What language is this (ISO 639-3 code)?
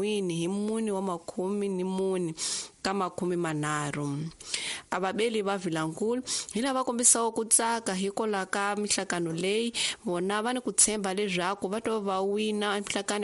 tso